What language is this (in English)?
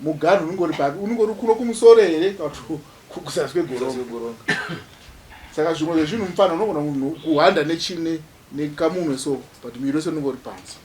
Shona